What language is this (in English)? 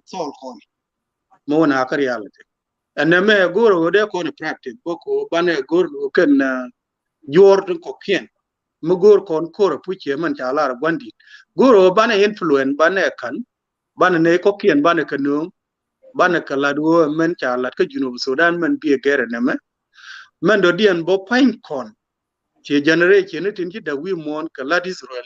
Nuer